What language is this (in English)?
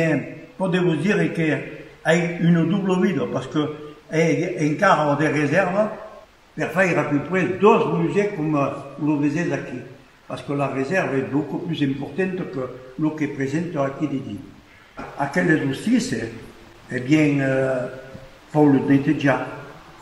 Occitan